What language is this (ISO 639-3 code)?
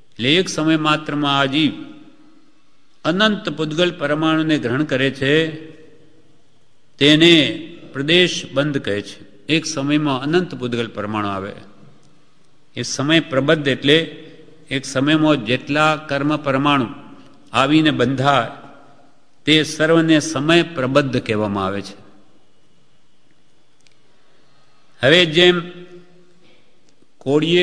guj